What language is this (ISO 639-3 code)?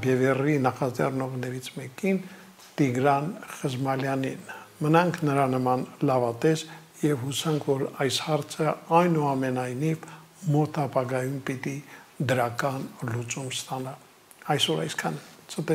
hye